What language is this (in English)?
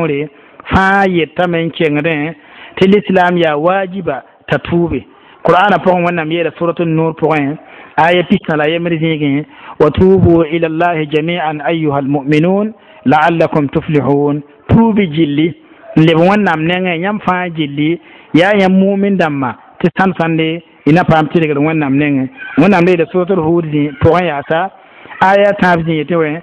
Mossi